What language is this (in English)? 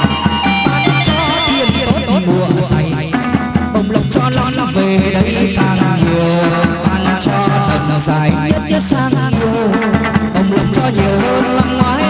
Vietnamese